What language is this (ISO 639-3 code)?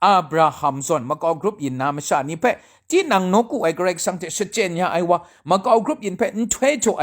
kac